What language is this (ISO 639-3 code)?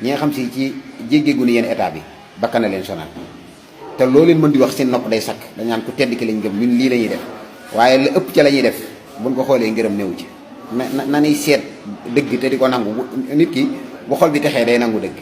wol